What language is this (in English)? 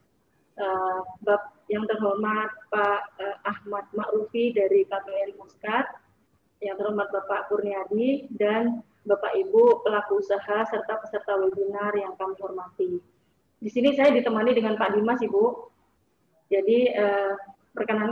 Indonesian